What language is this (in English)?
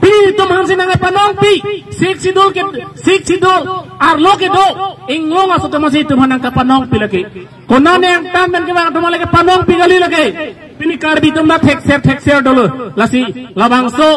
Karbi